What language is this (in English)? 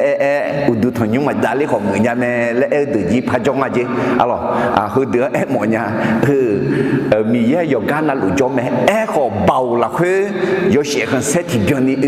Akha